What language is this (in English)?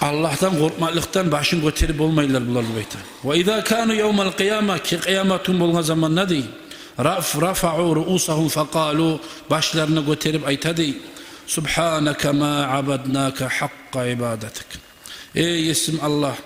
Kumyk